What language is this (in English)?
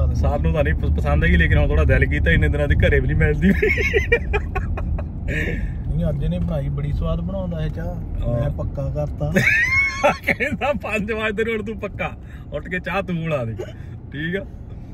Punjabi